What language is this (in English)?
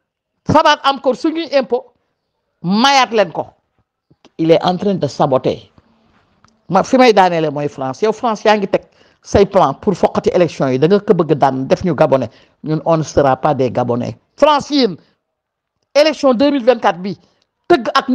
Wolof